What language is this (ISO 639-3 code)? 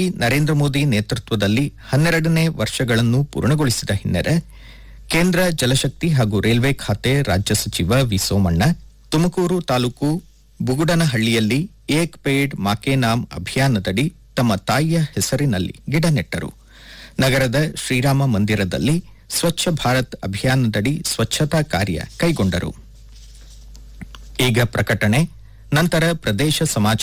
kan